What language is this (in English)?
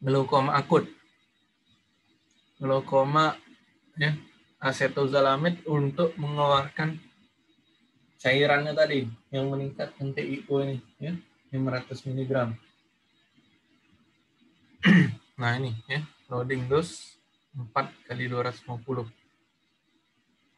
Indonesian